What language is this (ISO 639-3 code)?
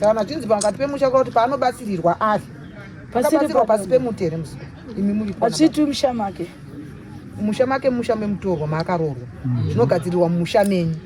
sna